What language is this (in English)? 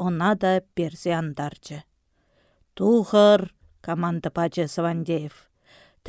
Chuvash